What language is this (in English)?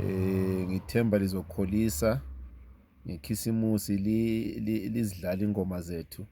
Zulu